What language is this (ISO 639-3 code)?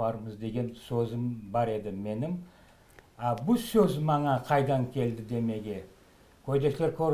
crh